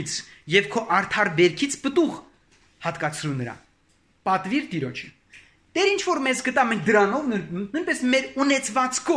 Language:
Armenian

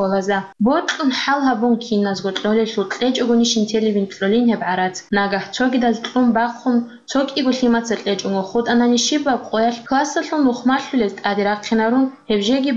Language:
Avaric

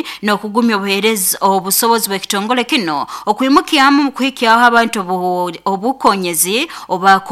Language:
Nyoro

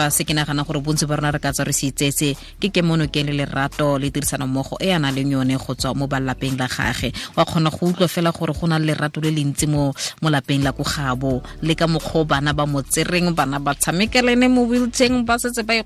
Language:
Tswana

